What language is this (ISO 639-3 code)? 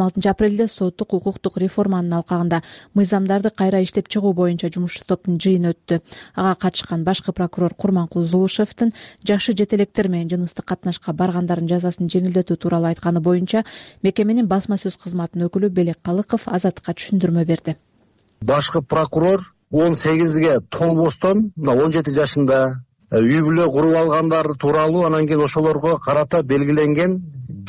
kir